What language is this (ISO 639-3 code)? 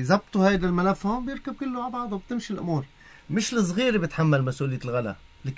apc